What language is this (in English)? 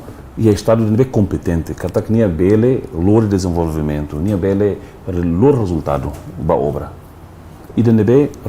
Tetum